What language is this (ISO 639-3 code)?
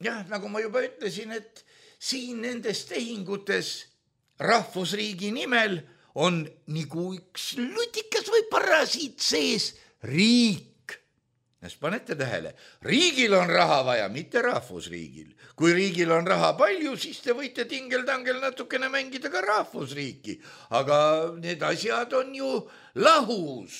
est